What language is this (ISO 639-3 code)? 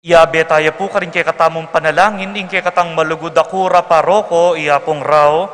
pam